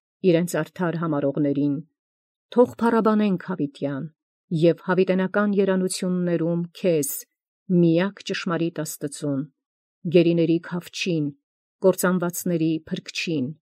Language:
Armenian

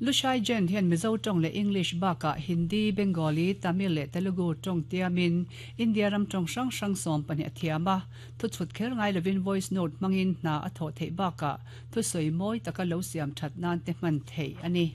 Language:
Mizo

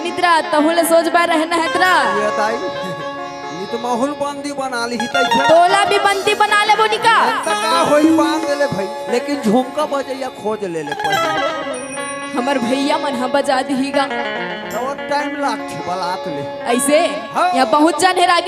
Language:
Chhattisgarhi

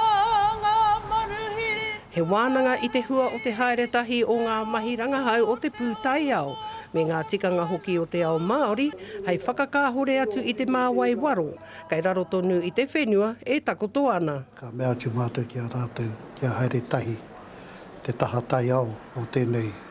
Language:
Māori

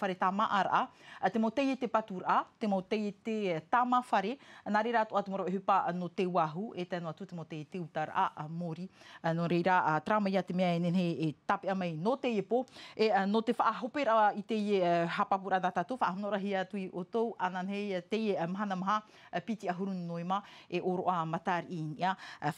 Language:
Tahitian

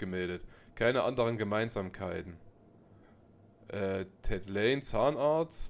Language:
German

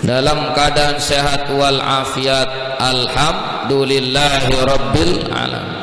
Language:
Sasak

